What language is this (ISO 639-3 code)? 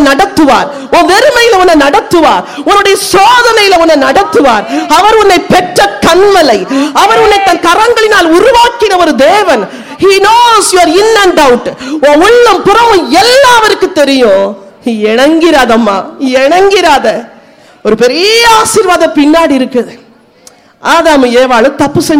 tam